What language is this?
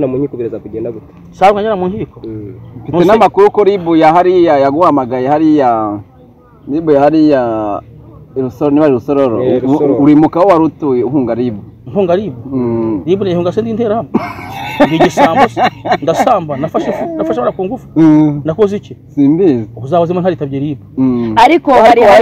Kinyarwanda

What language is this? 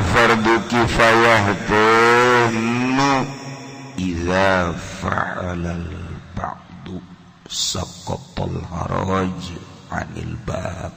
Sundanese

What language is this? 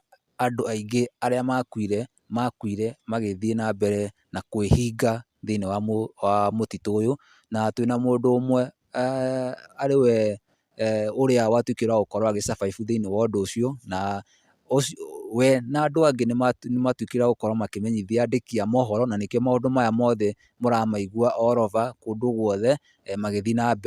Kikuyu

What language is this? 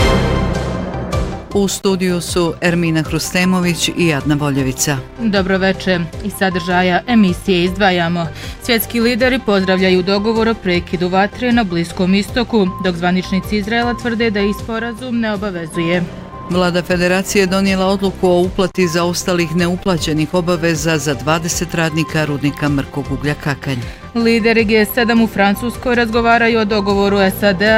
Bosnian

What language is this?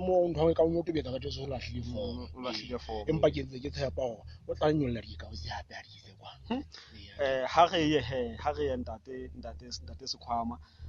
Southern Sotho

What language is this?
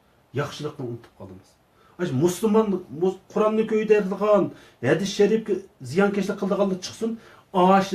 Uyghur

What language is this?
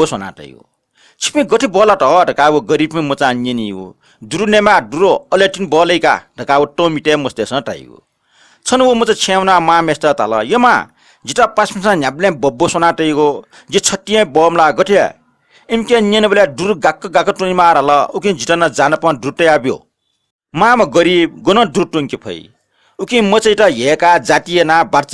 Newari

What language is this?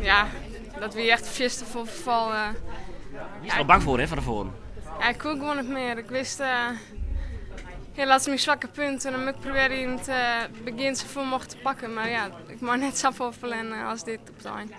Western Frisian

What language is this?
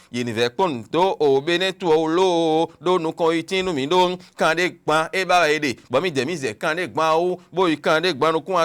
Fon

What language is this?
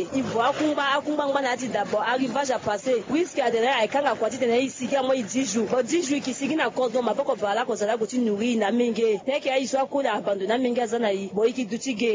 Sango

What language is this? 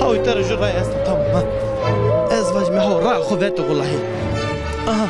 Zaza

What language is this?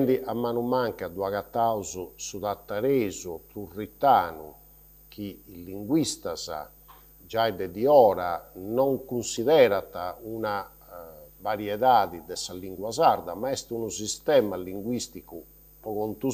Sardinian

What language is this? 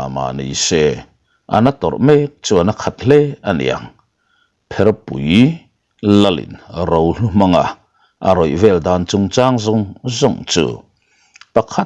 Mizo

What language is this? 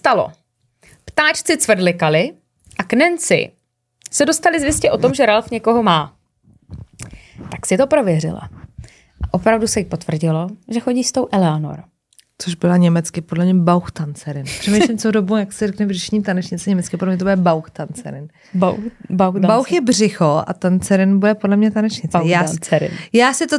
Czech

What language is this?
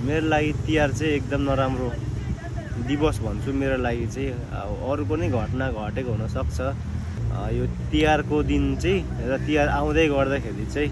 Nepali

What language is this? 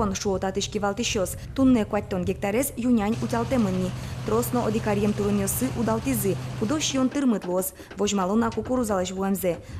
Udmurt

